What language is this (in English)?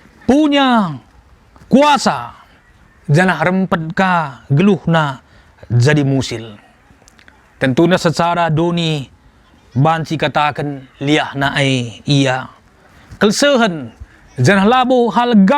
Batak Karo